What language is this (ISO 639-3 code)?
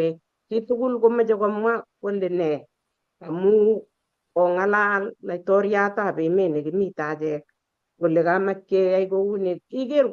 kln